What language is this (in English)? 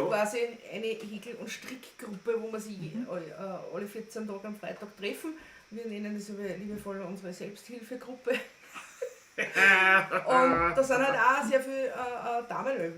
Bavarian